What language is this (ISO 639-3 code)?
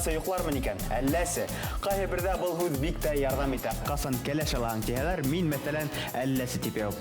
bak